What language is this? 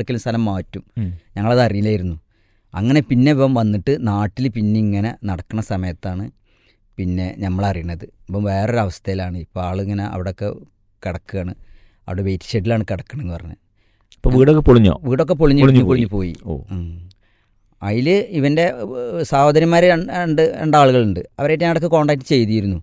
Malayalam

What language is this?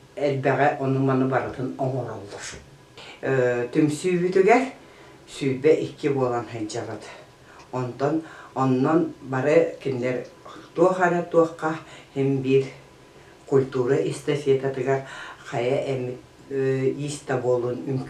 Yakut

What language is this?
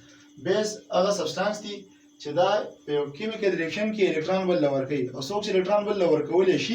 Pashto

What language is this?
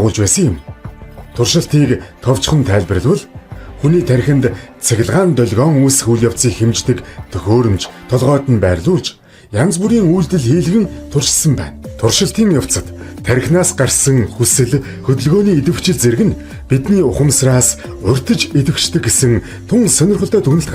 Mongolian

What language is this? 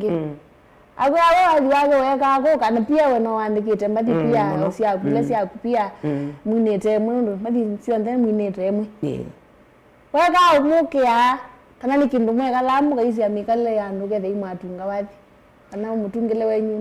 Kamba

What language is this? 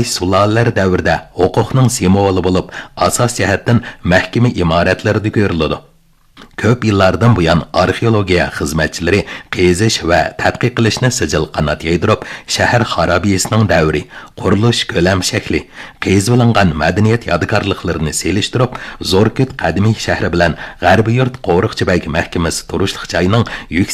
Uyghur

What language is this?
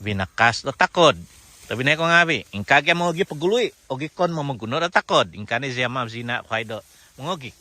Central Dusun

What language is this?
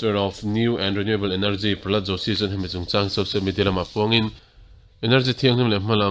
Mizo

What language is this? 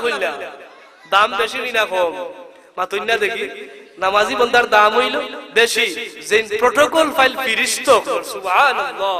Sylheti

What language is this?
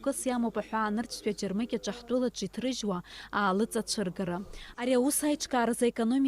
Abkhazian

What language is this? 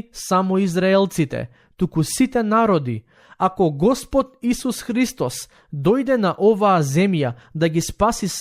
Macedonian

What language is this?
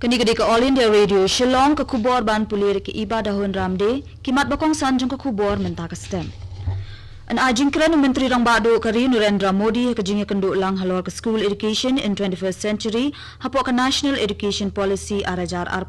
Khasi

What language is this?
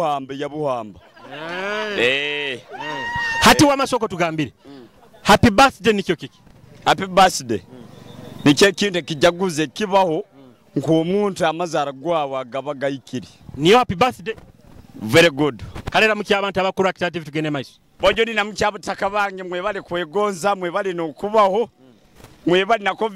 Nyoro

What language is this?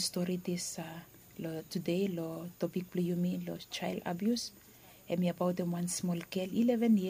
Bislama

